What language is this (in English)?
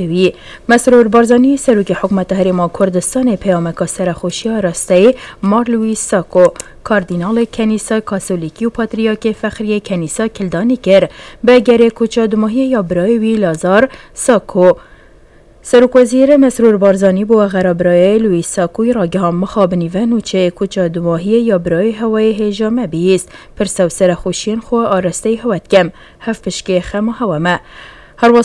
Kurdish